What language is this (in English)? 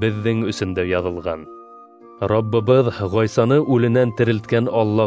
Bashkir